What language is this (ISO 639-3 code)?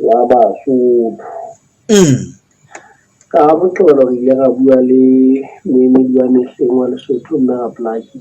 sot